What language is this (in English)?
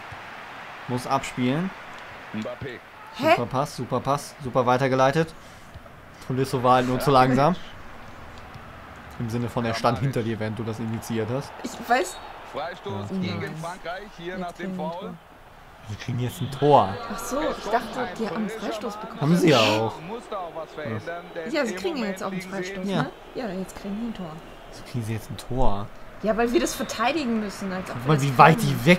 German